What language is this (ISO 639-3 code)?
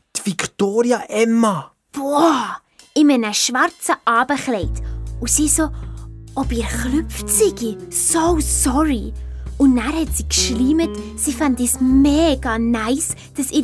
gsw